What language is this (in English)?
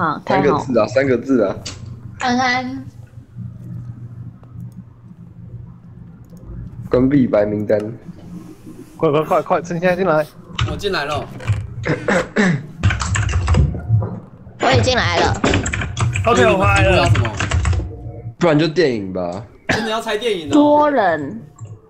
Chinese